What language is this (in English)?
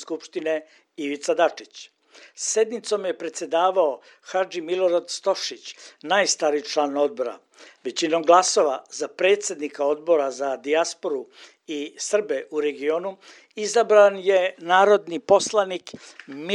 Serbian